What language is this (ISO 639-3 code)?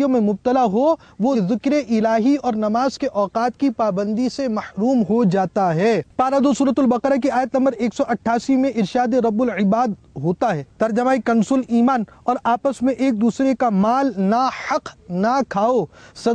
urd